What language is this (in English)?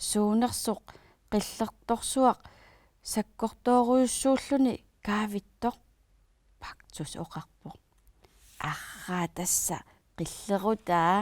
Kalaallisut